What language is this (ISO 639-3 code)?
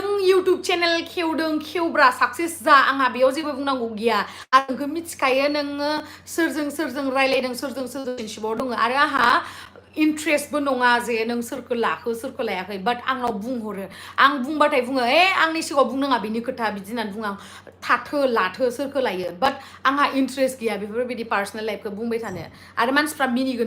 brx